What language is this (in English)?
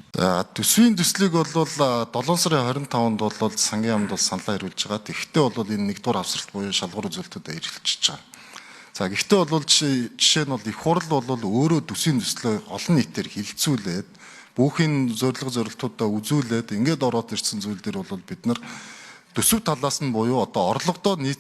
Mongolian